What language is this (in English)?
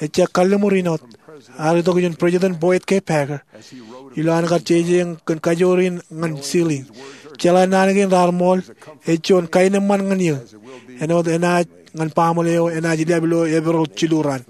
Marshallese